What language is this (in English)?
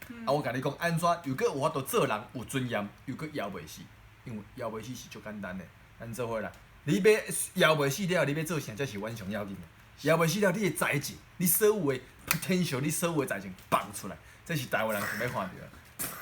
Min Nan Chinese